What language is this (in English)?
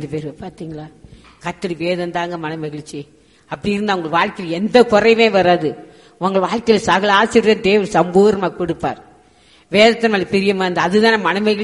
Tamil